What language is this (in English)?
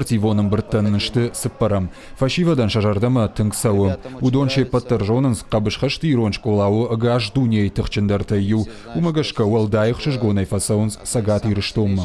Ossetic